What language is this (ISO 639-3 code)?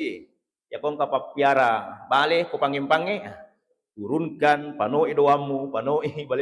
bug